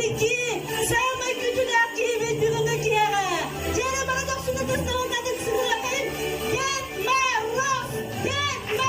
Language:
Yakut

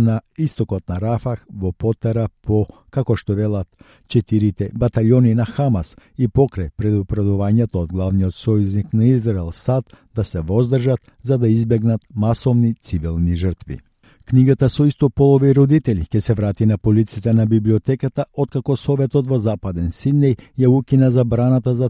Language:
Macedonian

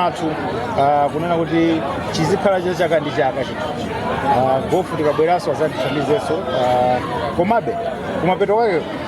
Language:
Nyanja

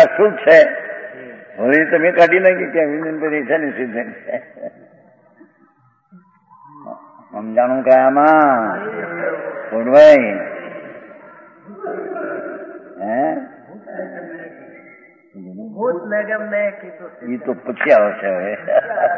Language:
Gujarati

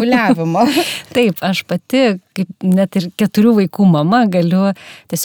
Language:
Lithuanian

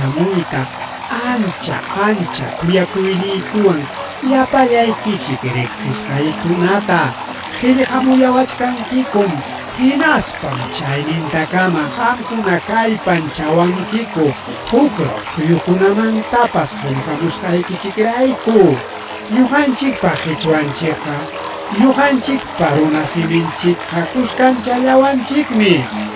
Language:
Ayacucho Quechua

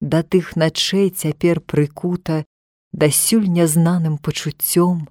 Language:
Belarusian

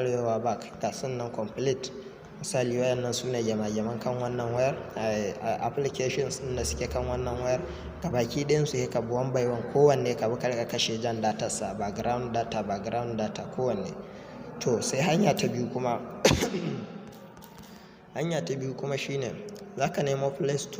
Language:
Hausa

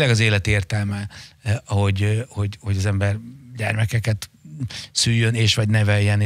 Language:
Hungarian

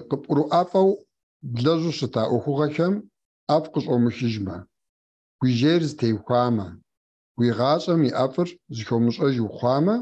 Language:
Kabardian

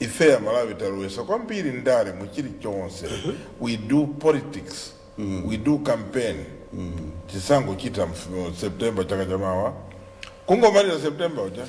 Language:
Nyanja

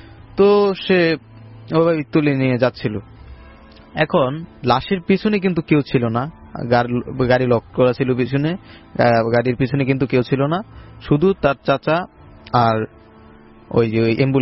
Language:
Bangla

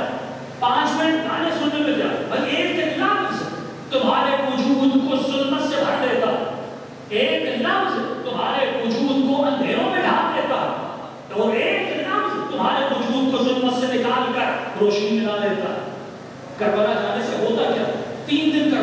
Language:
Urdu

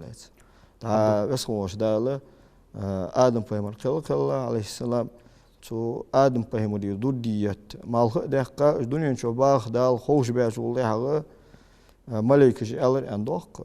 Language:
Ingush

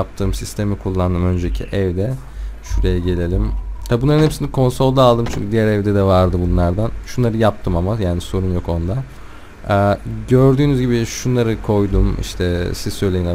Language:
Turkish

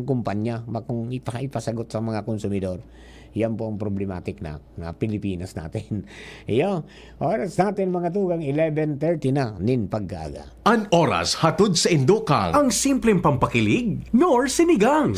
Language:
Bikol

